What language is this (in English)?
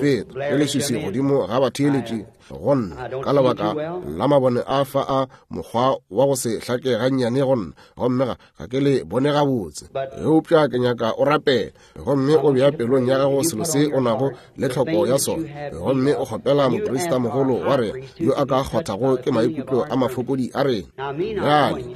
Northern Sotho